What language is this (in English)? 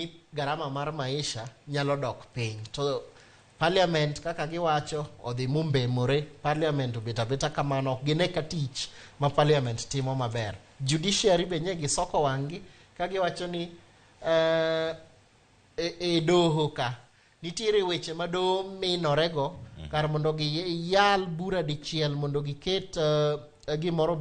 Luo (Kenya and Tanzania)